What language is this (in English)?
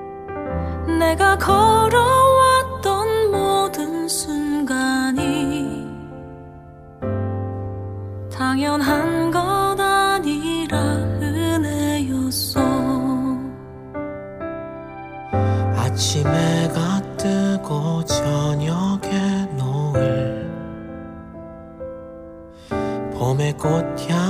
Korean